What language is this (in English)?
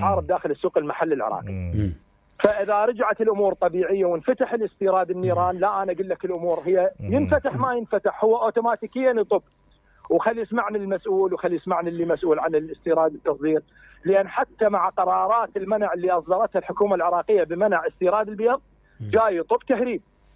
Mesopotamian Arabic